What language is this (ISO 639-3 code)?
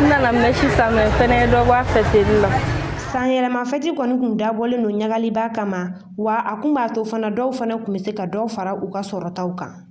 bam